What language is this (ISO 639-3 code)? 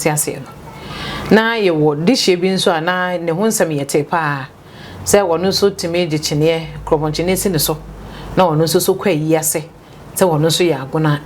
aka